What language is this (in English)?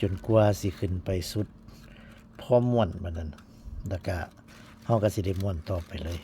Northeastern Thai